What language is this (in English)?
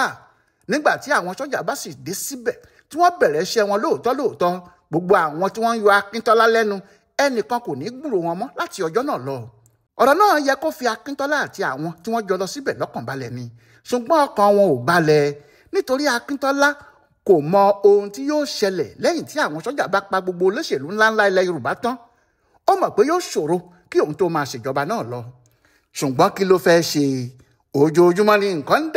Yoruba